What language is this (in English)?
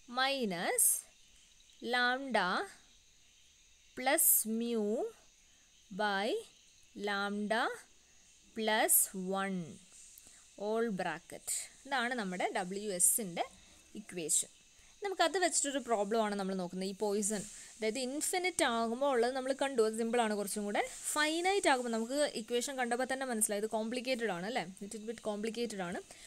Malayalam